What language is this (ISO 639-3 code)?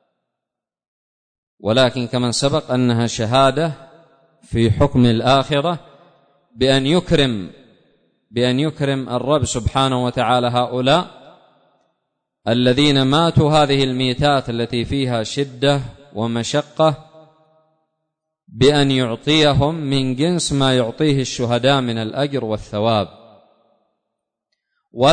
ara